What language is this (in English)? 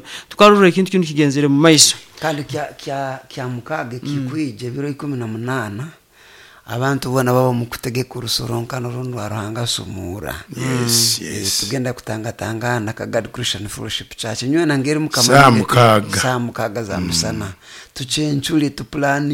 Nyoro